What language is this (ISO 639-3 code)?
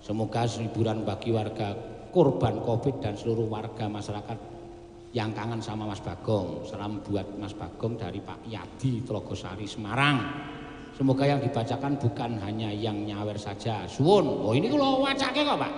jav